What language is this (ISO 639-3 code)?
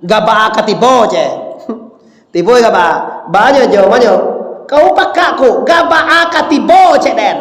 min